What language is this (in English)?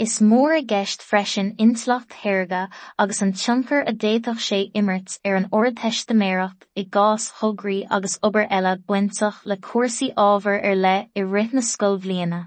Irish